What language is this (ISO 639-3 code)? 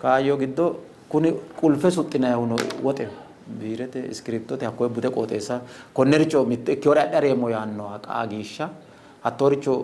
sid